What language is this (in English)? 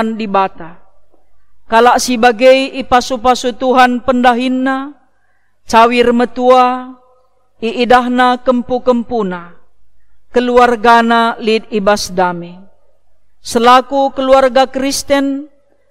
Batak Karo